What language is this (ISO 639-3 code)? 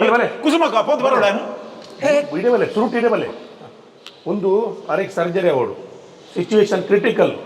tcy